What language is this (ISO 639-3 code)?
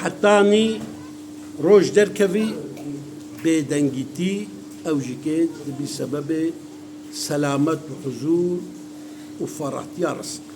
kur